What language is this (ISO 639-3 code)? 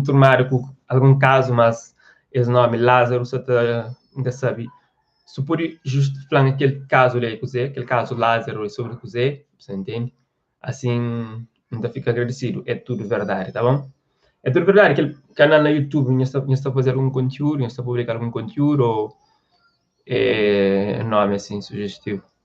kea